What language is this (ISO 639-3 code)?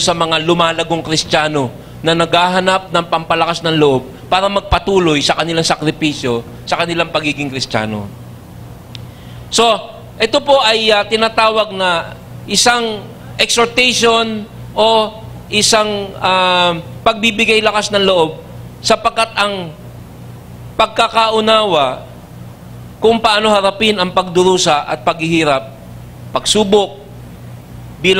fil